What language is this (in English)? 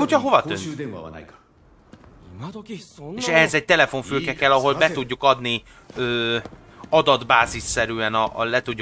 Hungarian